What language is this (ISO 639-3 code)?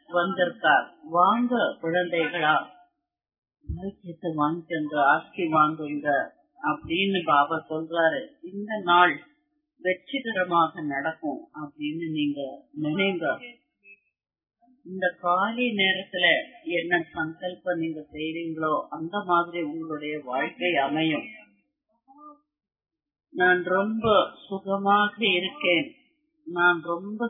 tam